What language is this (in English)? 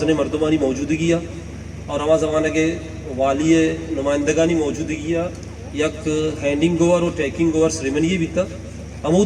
Baluchi